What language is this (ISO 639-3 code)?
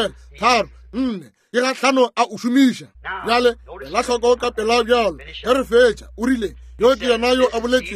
nso